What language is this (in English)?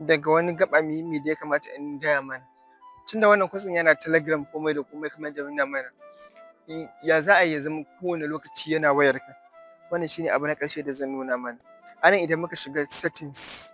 Hausa